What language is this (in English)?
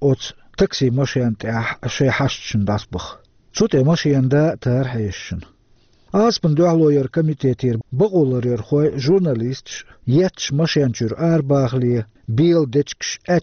Chechen